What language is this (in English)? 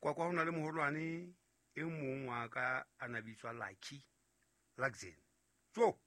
Southern Sotho